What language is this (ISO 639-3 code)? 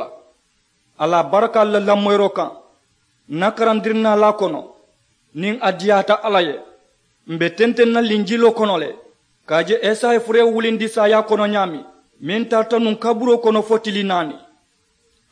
man